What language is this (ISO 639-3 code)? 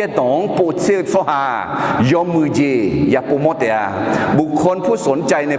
ahk